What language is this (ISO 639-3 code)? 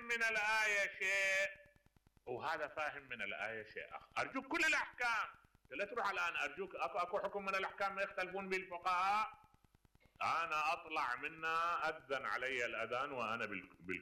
acm